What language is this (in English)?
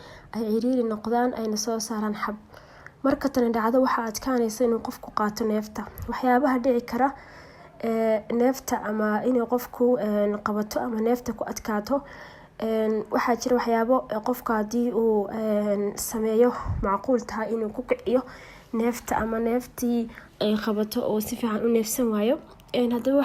Somali